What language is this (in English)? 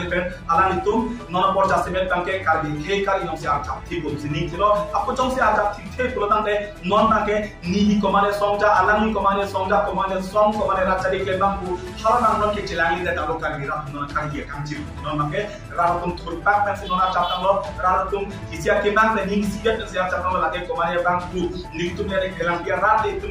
Karbi